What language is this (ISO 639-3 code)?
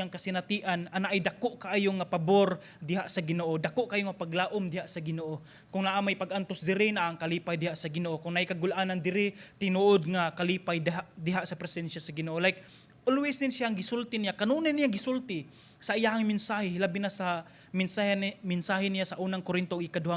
ceb